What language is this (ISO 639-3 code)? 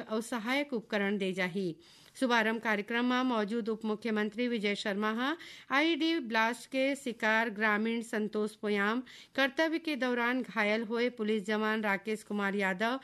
hne